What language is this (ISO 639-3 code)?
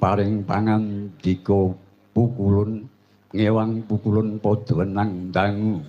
jav